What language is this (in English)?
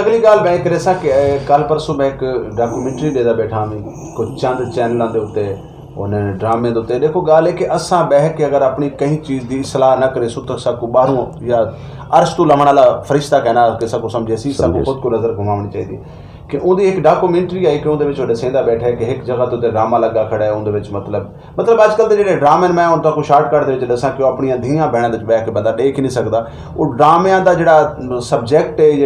Saraiki